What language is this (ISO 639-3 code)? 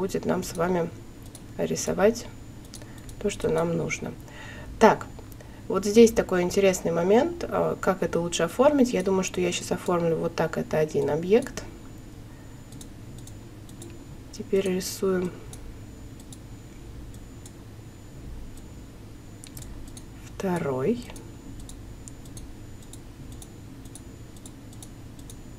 rus